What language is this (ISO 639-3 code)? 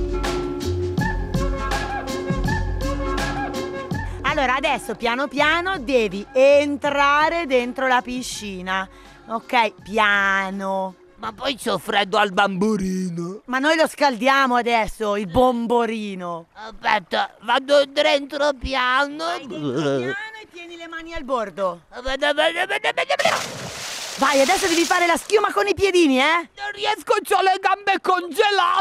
ita